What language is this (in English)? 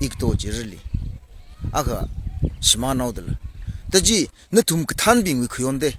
Tangkhul Naga (India)